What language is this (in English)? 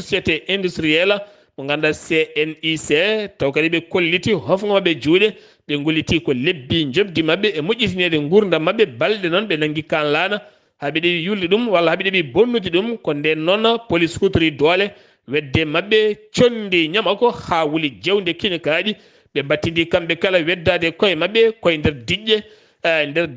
Fula